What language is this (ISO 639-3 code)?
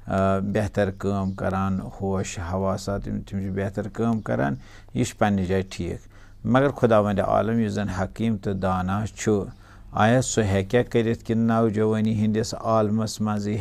kas